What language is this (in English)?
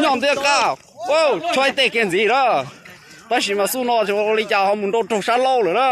Hmong